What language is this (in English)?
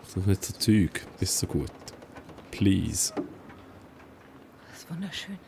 Swiss German